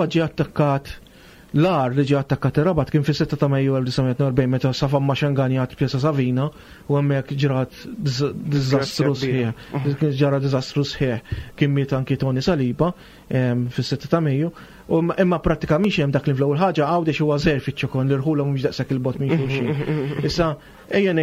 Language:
Maltese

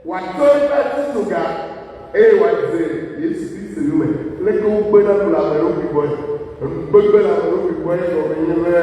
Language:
Ewe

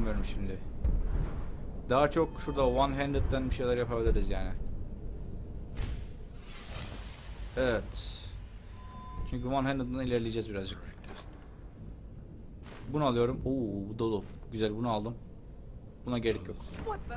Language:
Turkish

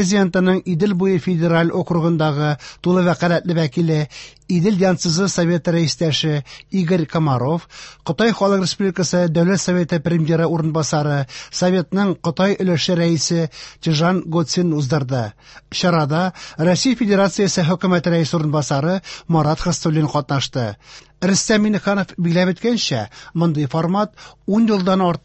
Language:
Tatar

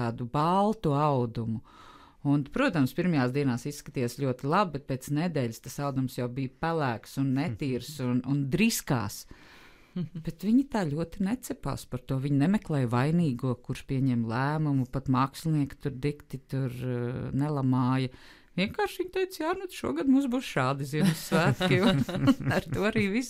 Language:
Latvian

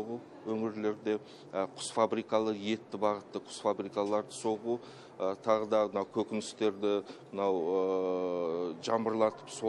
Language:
Kazakh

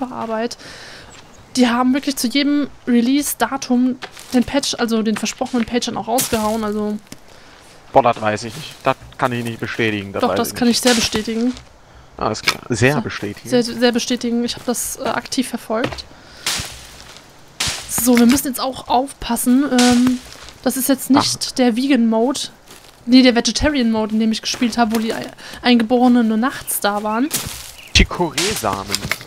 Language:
German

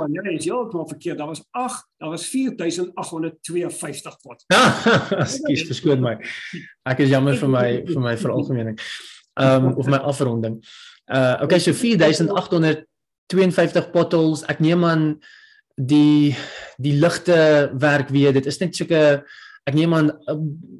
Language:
Afrikaans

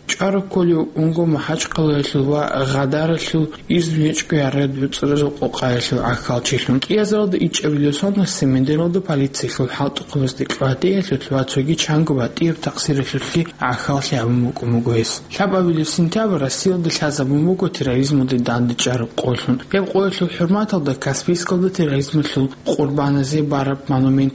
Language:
Avaric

